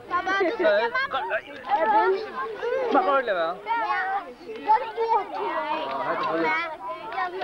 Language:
Faroese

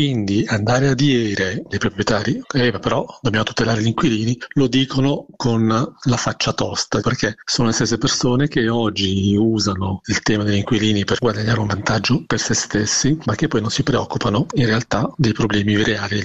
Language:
Italian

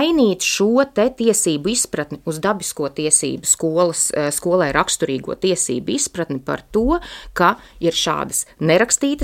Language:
Latvian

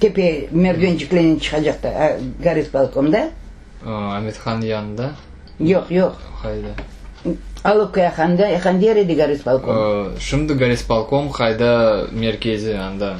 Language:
Crimean Tatar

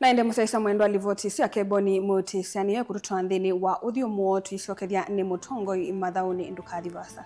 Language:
Kamba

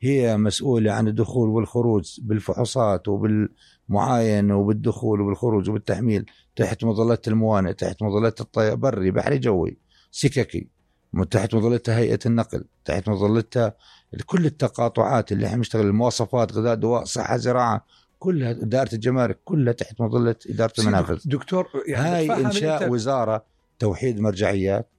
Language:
North Levantine Arabic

